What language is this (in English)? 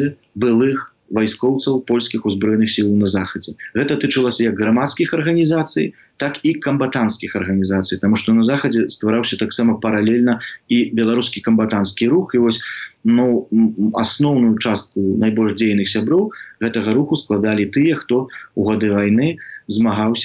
Belarusian